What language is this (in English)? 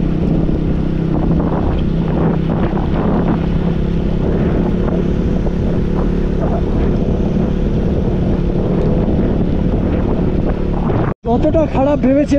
Bangla